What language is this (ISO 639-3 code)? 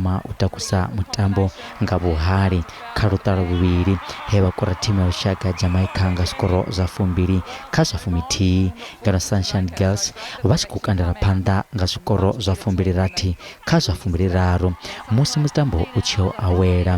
ven